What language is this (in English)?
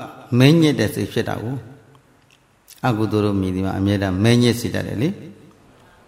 Burmese